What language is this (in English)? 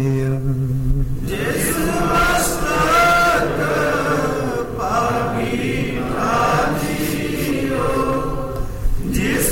Punjabi